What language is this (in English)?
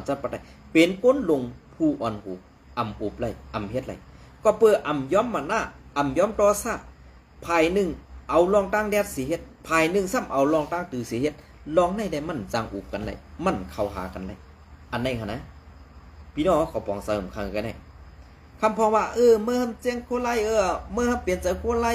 Shan